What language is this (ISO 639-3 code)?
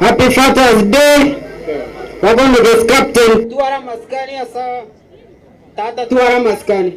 guz